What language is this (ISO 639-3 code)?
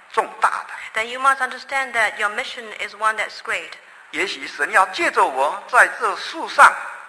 zho